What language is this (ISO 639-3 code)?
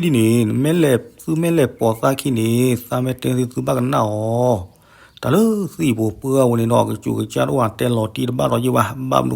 ksw